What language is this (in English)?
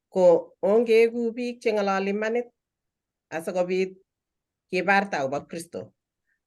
Kalenjin